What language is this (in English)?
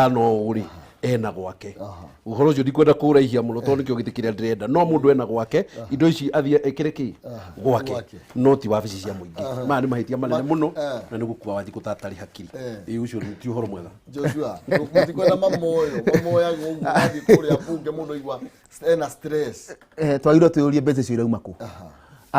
Kikuyu